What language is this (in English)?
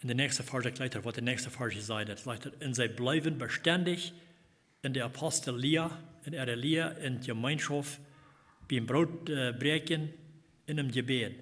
Plautdietsch